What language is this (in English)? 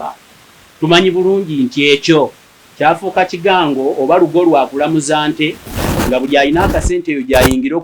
Ganda